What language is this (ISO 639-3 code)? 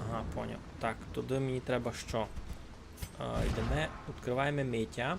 rue